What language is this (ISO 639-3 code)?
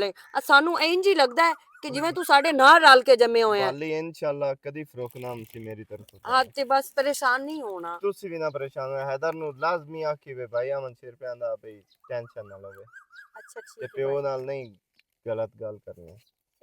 lah